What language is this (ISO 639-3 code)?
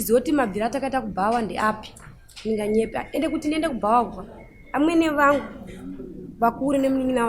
sna